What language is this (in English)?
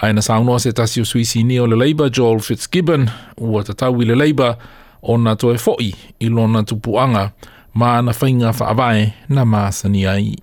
Samoan